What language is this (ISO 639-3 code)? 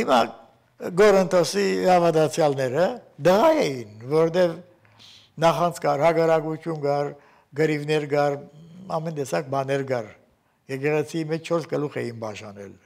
hye